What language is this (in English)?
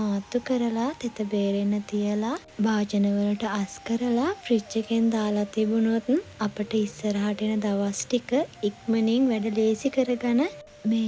Sinhala